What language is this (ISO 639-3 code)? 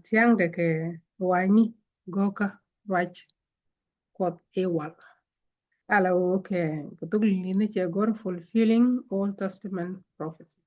nus